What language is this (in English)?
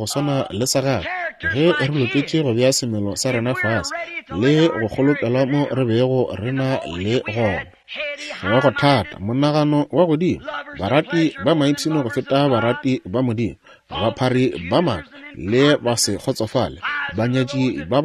Northern Sotho